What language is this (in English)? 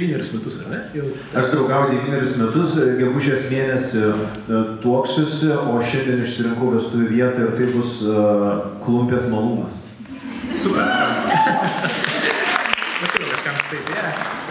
Lithuanian